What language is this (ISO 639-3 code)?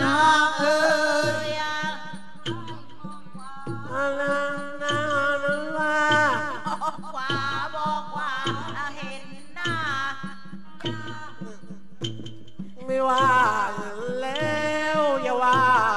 tha